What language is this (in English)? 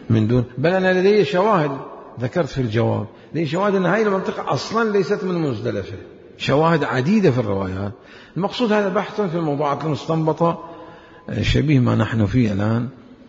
Mesopotamian Arabic